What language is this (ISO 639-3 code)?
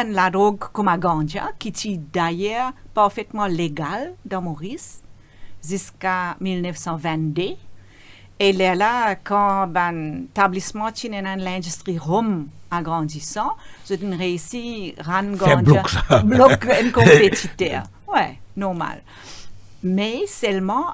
mfe